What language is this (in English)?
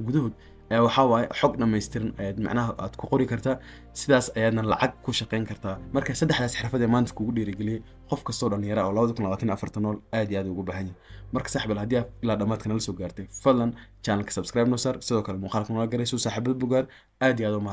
Somali